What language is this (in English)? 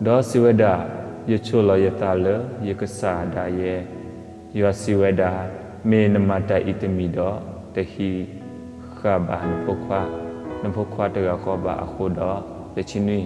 S'gaw Karen